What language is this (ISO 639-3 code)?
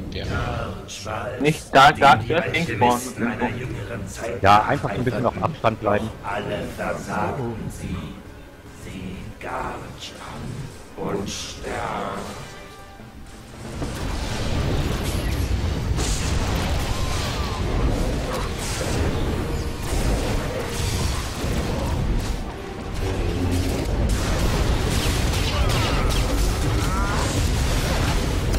deu